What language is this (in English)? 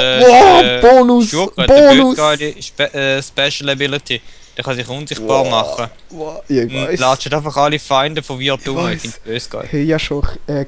Swiss German